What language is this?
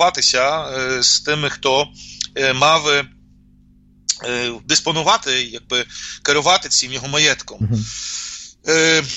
Ukrainian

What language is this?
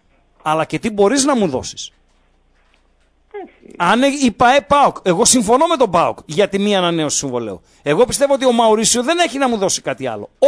Greek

